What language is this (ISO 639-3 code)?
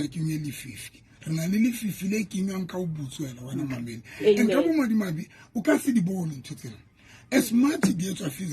sot